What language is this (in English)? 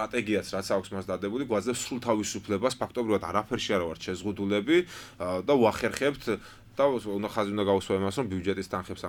Georgian